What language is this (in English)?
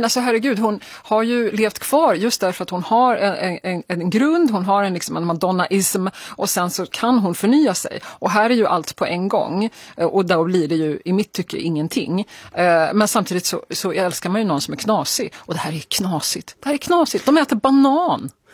Swedish